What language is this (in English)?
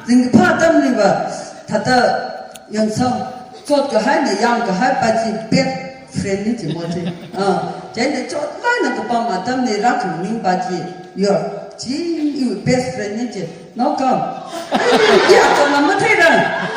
Tangkhul Naga (India)